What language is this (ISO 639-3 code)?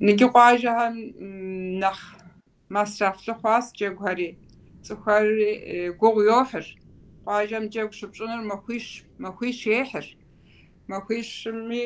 kbd